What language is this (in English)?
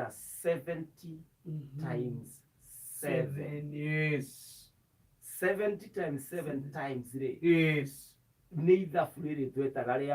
Kikuyu